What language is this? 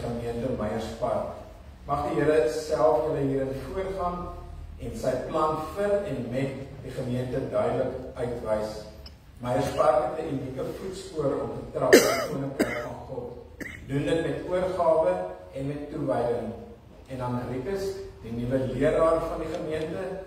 Afrikaans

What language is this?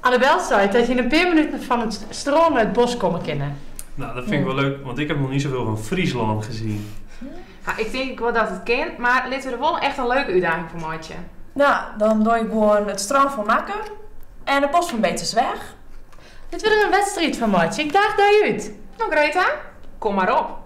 Western Frisian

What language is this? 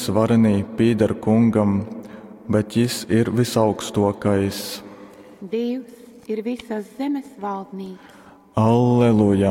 Latgalian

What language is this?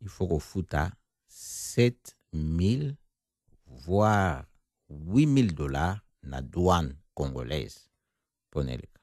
Lingala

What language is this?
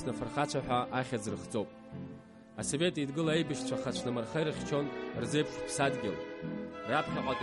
Abkhazian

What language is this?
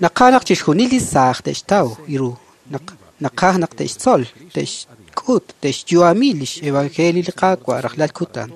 Kekchí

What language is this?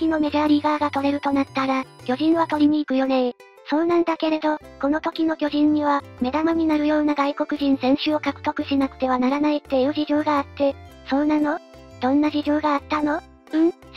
Japanese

